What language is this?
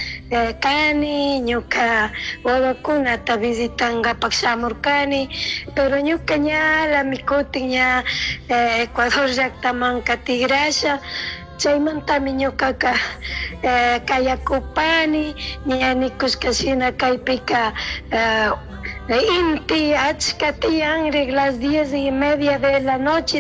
Chimborazo Highland Quichua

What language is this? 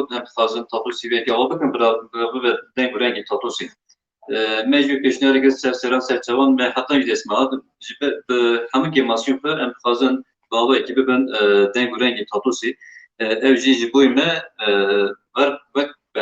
Kurdish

